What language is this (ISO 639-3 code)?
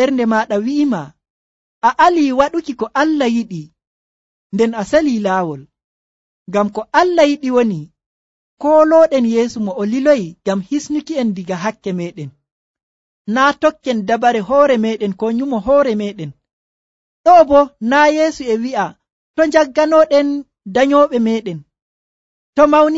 fuv